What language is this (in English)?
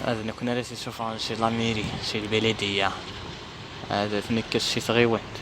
Kabyle